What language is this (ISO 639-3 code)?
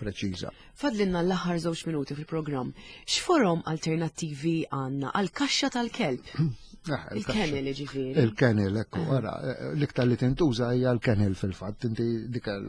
mlt